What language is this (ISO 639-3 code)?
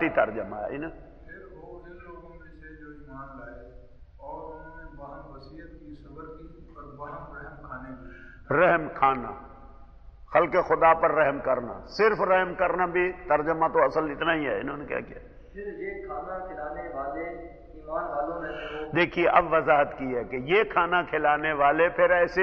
urd